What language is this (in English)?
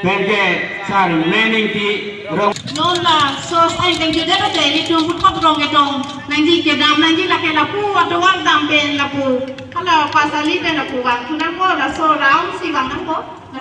Karbi